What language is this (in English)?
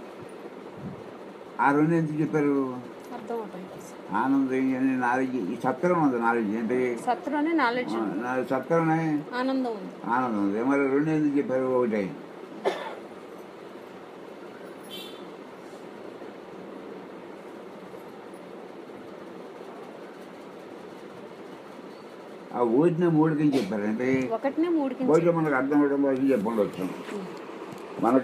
Telugu